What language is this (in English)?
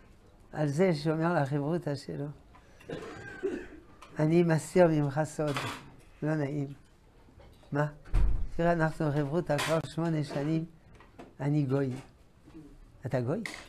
Hebrew